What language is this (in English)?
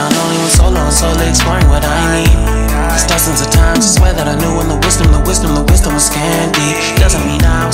French